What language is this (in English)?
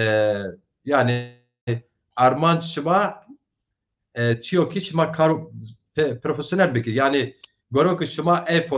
Zaza